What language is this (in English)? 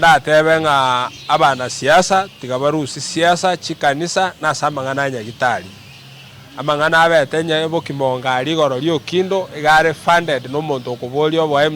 Gusii